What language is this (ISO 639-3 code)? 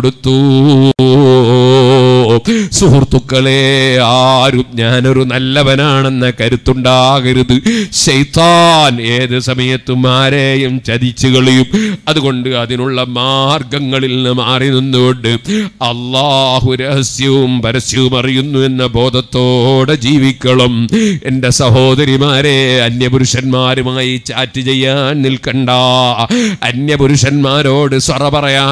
mal